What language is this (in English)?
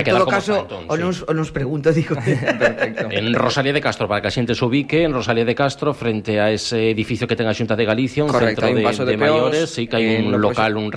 Galician